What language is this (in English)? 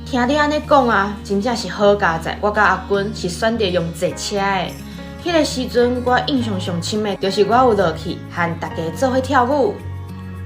Min Nan Chinese